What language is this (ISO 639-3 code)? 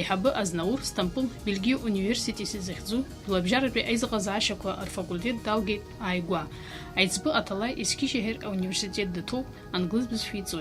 abk